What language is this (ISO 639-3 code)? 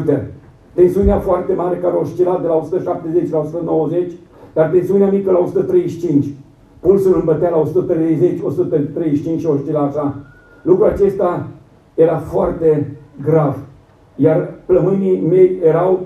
ron